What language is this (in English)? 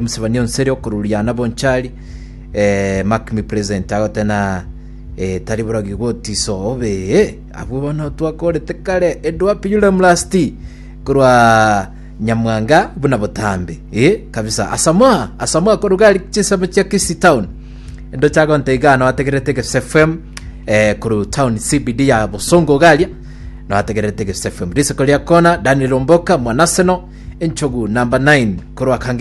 Gusii